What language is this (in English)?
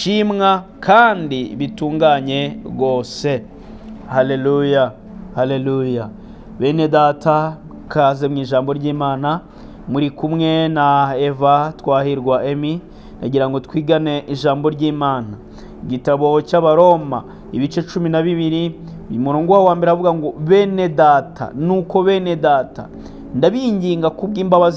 Kinyarwanda